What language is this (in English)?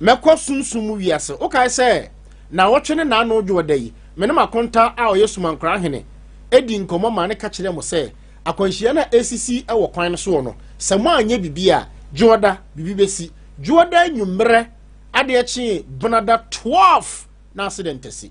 Akan